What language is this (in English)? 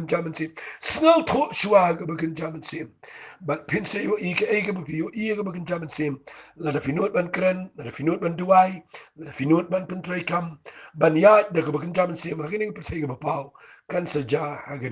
Khasi